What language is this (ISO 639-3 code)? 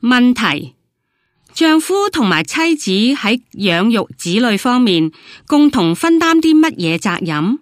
yue